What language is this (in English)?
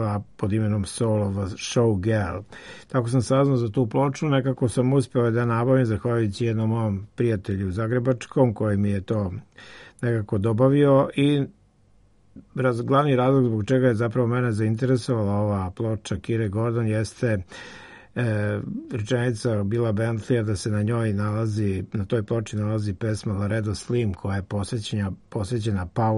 Serbian